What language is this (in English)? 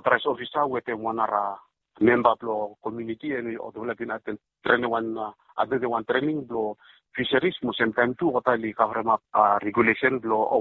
Bislama